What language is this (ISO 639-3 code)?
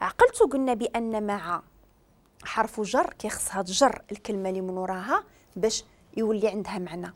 ary